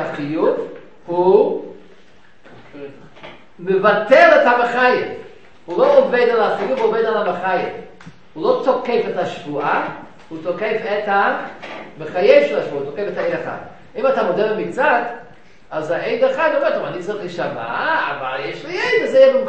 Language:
Hebrew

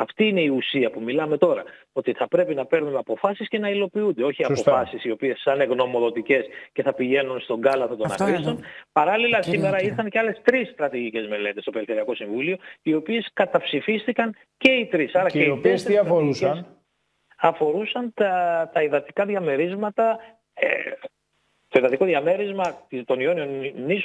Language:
Greek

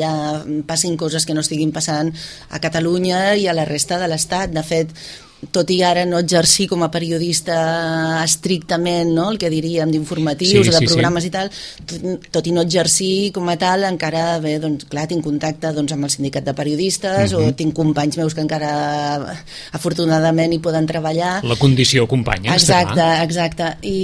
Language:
Catalan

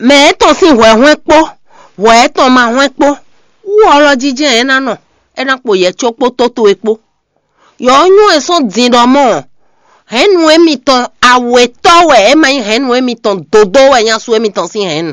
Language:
Fon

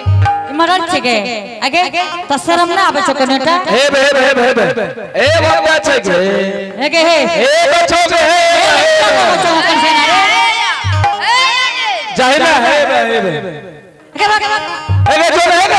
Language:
Angika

